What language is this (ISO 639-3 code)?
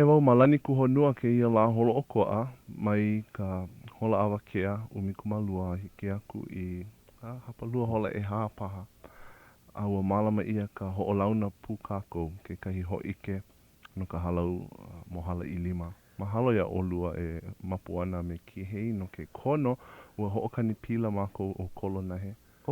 haw